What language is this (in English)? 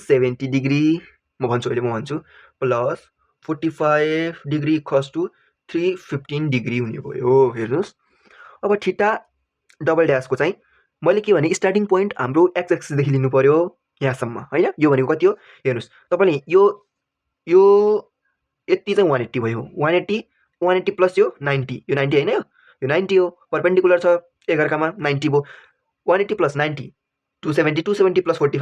Nepali